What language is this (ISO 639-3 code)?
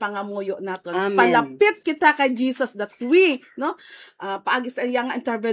hil